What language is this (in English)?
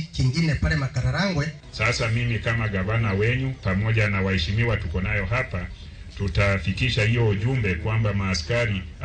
Luo (Kenya and Tanzania)